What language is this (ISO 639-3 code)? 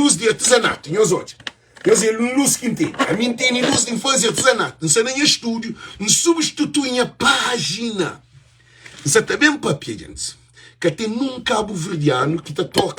kea